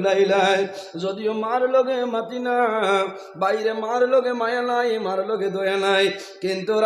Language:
Sylheti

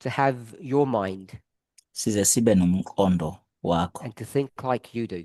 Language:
Zulu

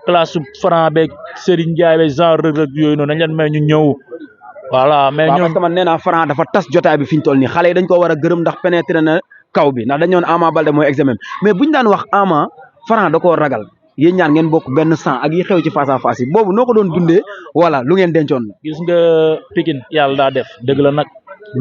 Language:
Wolof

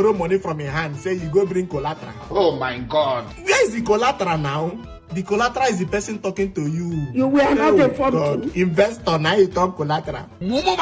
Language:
Nigerian Pidgin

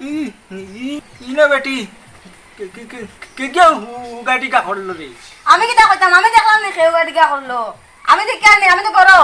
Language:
Sylheti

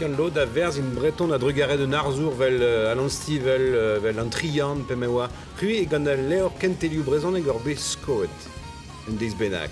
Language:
Breton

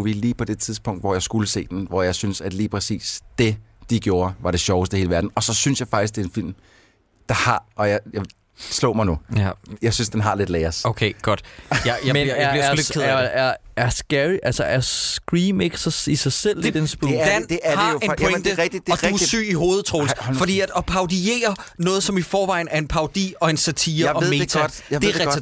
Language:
Danish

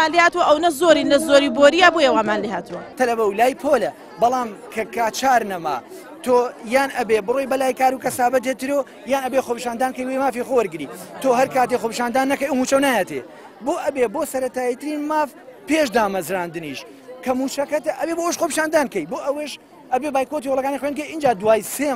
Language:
Central Kurdish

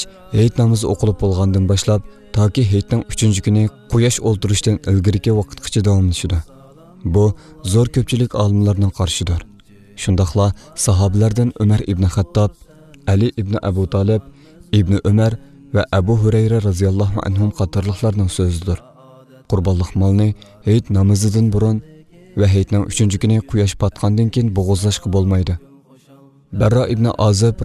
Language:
Uyghur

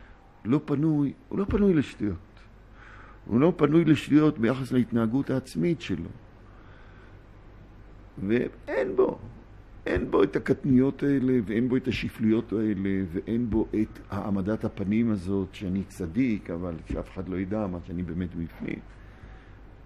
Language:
Hebrew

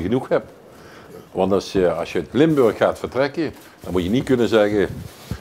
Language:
Limburgish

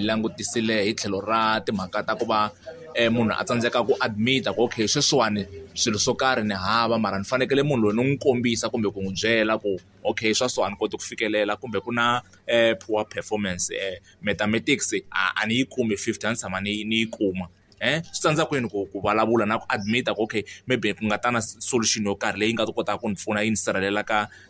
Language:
Tsonga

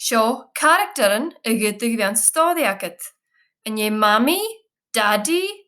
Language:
Scottish Gaelic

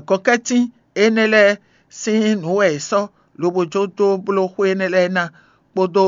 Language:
Fon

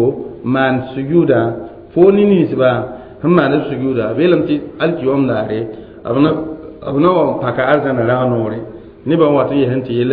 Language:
Mossi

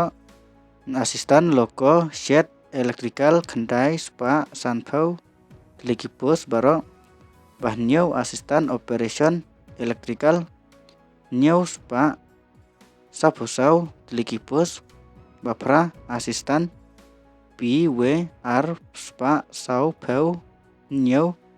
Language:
Khasi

